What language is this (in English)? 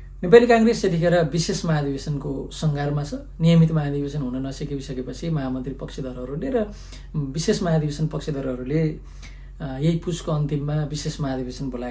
Nepali